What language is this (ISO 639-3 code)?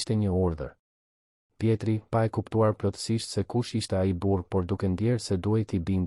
sqi